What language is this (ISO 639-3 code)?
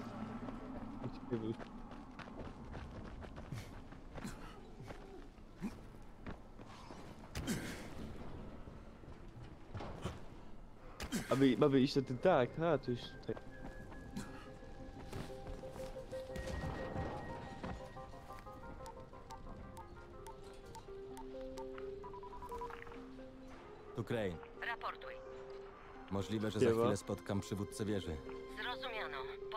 pol